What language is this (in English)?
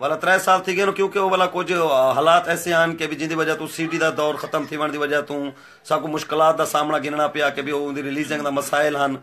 Saraiki